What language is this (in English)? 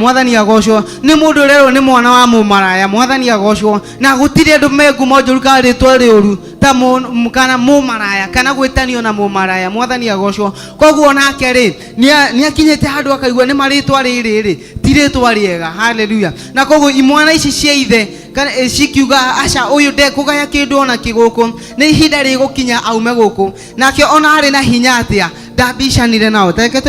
Kikuyu